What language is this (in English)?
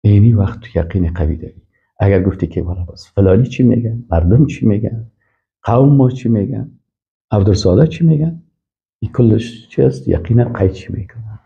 Persian